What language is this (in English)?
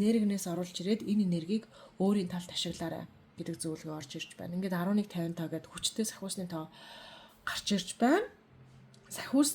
Mongolian